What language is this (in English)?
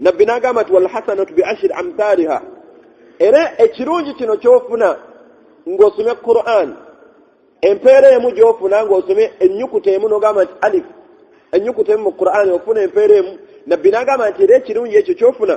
Ganda